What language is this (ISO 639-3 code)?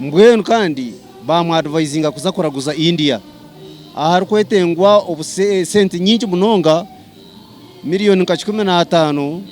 nyn